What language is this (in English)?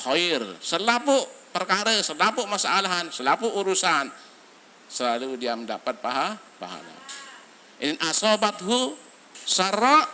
Sasak